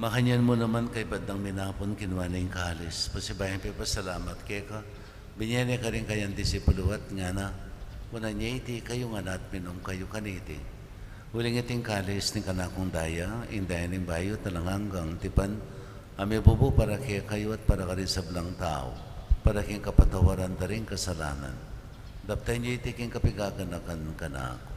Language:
Pampanga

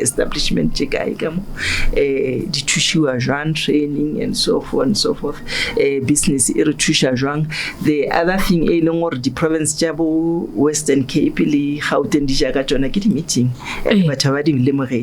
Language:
Northern Sotho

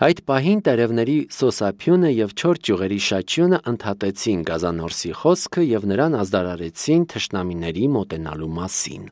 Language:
Armenian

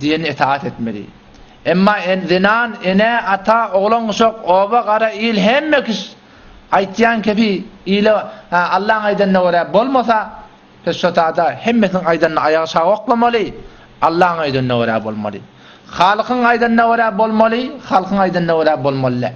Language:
Turkmen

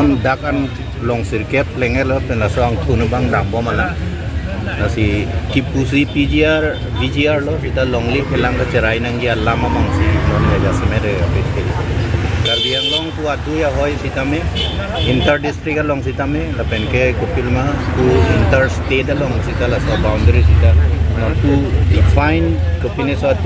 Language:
Karbi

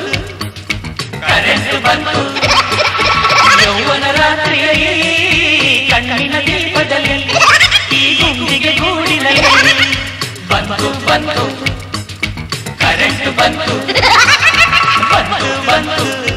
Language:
Kannada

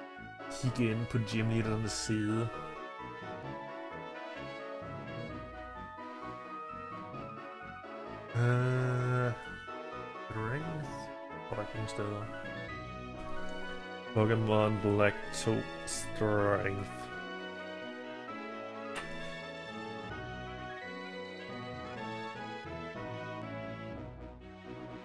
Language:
Danish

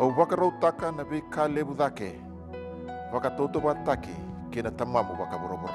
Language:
Fijian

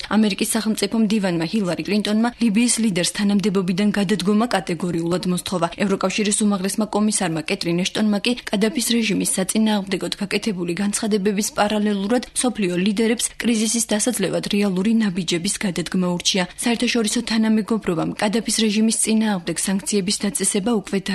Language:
Georgian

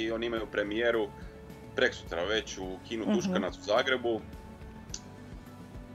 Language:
Croatian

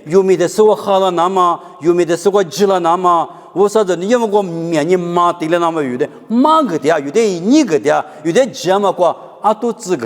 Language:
Lisu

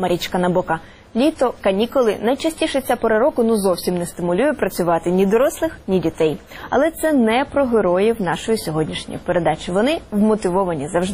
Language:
Ukrainian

